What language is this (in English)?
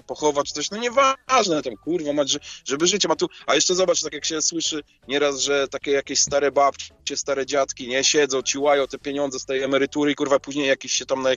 Polish